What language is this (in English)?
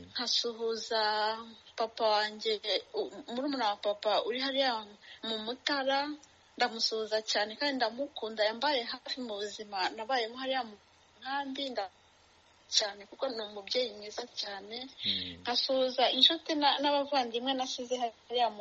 Kinyarwanda